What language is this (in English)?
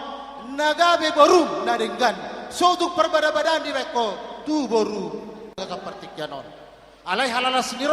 Batak Toba